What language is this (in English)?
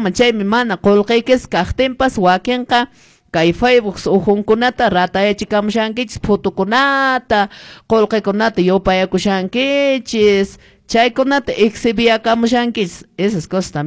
Quechua